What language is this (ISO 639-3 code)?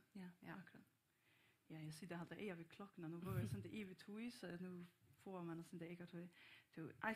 fao